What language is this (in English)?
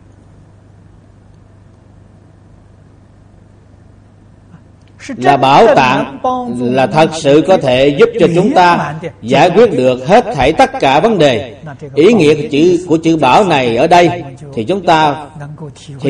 Vietnamese